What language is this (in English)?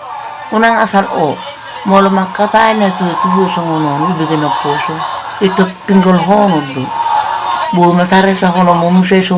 Batak Toba